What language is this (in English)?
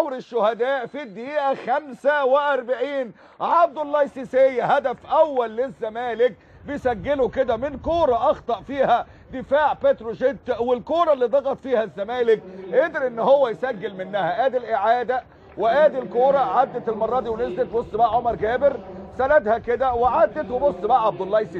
Egyptian Arabic